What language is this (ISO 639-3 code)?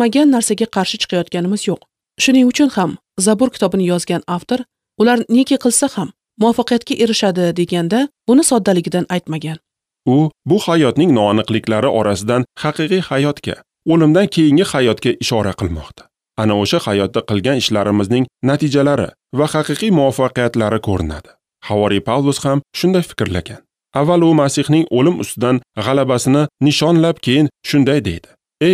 uzb